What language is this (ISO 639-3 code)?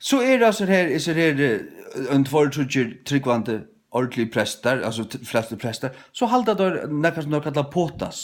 fao